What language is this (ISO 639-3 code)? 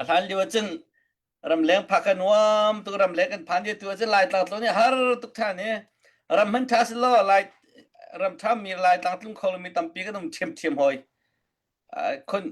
cnh